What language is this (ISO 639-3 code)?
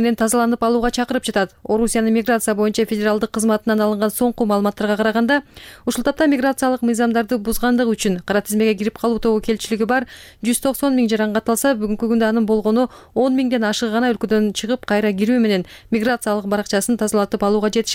kir